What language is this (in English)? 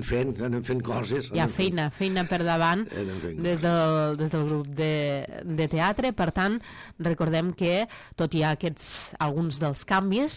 Catalan